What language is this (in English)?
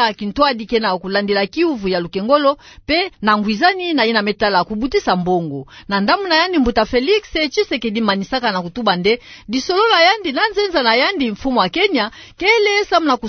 Kituba (Democratic Republic of Congo)